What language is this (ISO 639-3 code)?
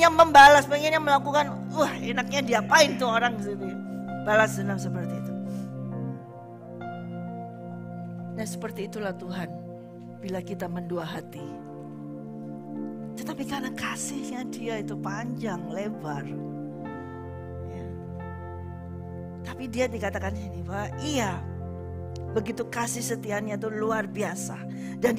ind